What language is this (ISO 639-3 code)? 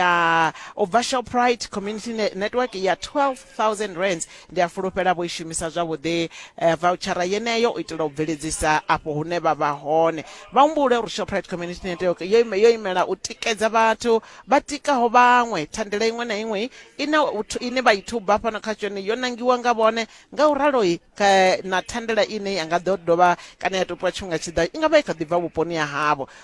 ven